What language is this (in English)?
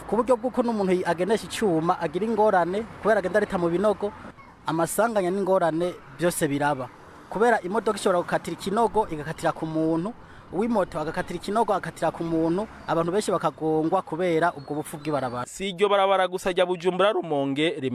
Rundi